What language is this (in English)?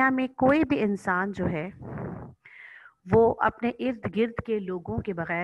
Urdu